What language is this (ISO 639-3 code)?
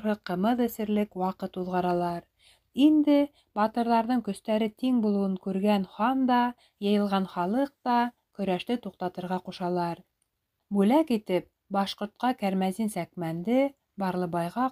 bak